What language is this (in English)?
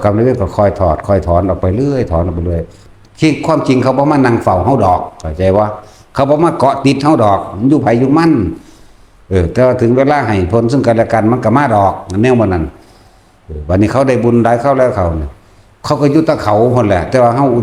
Northeastern Thai